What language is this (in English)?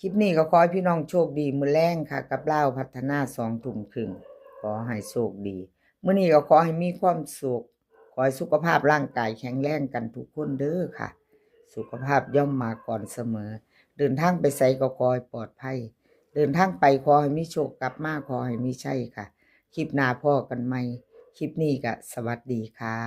Northeastern Thai